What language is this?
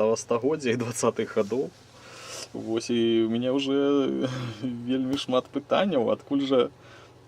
Belarusian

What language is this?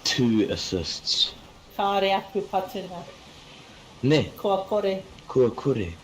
Māori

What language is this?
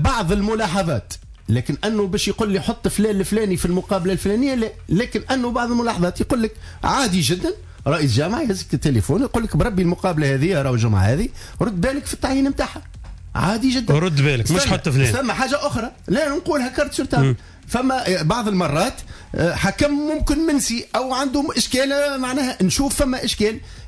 Tunisian Arabic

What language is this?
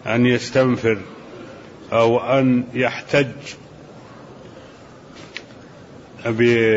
Arabic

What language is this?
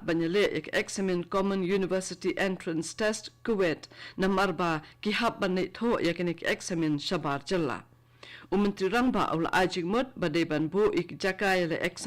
Khasi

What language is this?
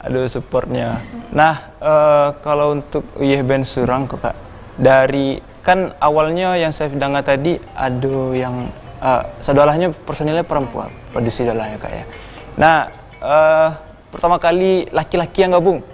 Minangkabau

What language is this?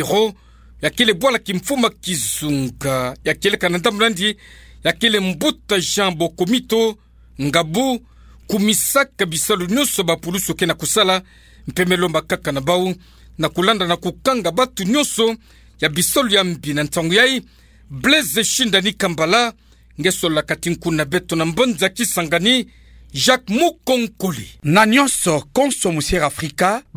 Kituba (Democratic Republic of Congo)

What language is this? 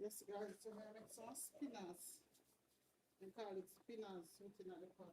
Jamaican Creole English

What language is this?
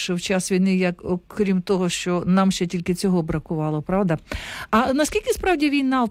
Ukrainian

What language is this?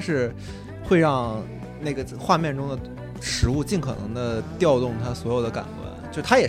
Chinese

